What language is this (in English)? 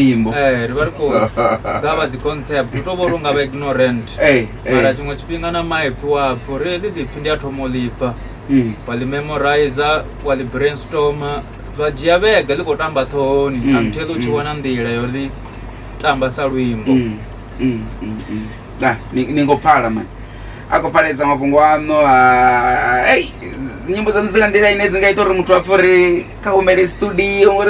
Venda